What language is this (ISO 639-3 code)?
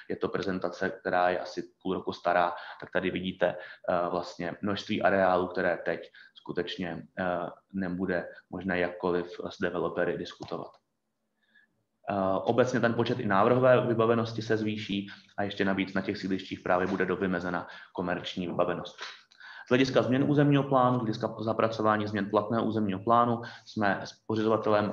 ces